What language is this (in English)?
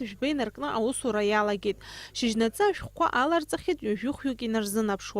Abkhazian